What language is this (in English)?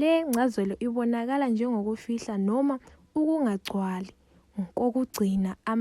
Zulu